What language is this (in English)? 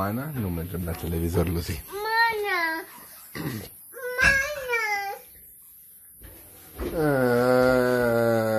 Romanian